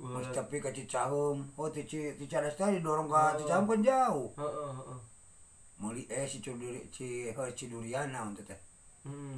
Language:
Sundanese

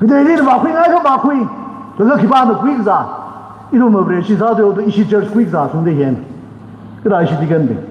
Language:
Tangkhul Naga (India)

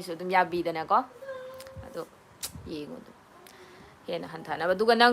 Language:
Manipuri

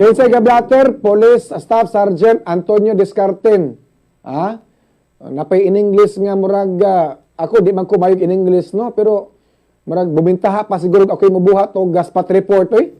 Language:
Cebuano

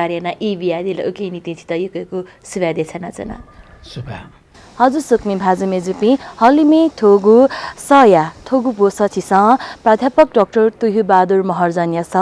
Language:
Newari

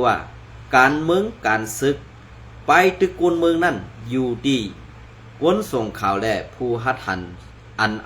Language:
Shan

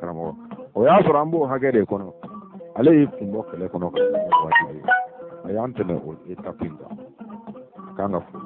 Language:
Bambara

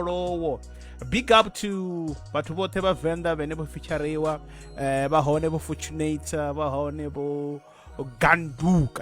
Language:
Venda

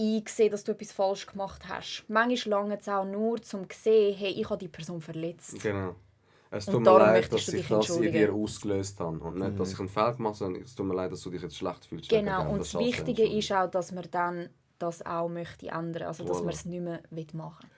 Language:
Swiss German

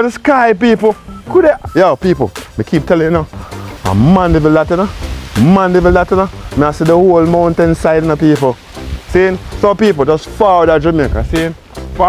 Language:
Jamaican Creole English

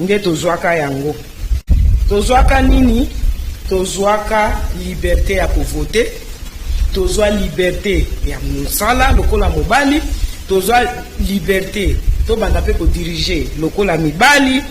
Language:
Lingala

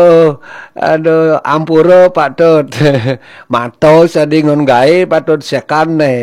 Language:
Balinese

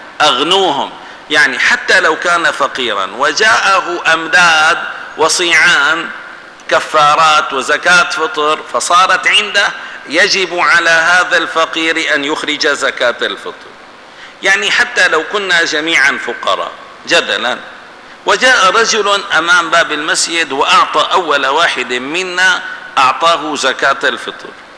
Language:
Arabic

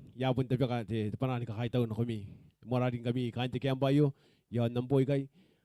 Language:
Gilbertese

